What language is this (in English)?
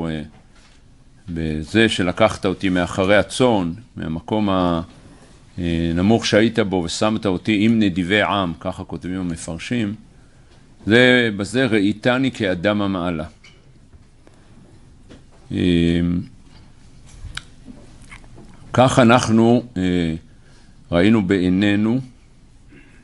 Hebrew